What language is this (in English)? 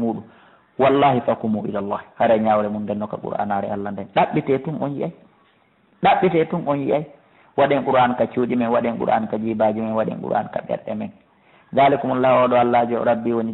Fula